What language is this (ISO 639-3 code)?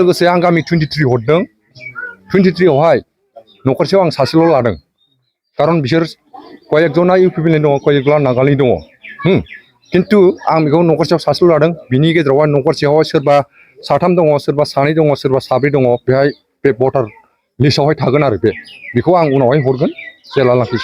brx